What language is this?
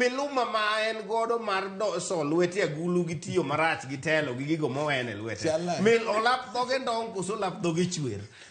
Luo (Kenya and Tanzania)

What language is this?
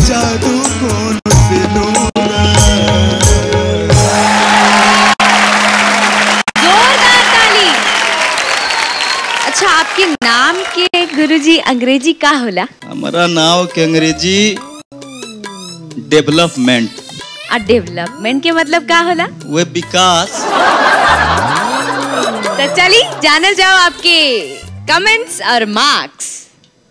Bhojpuri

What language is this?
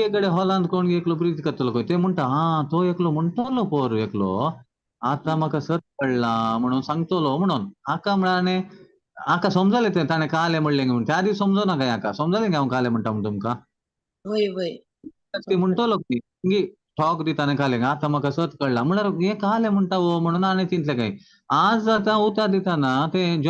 Konkani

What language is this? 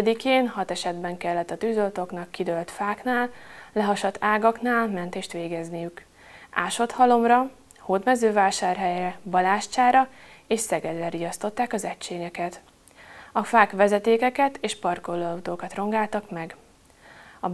Hungarian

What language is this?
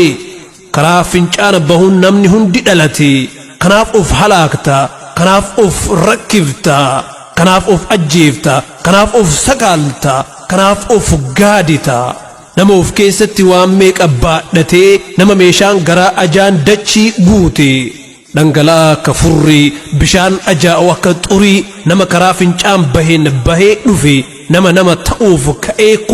Oromo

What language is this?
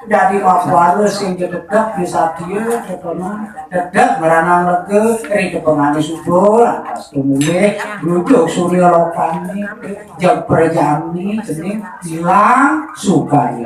Balinese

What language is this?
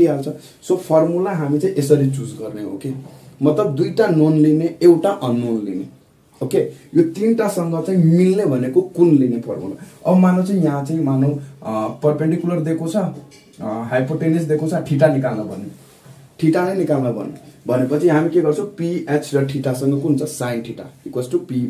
Nepali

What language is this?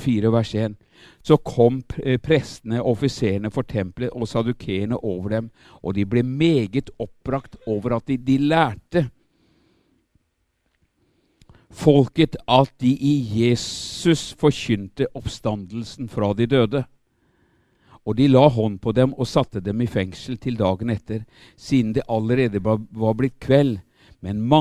Norwegian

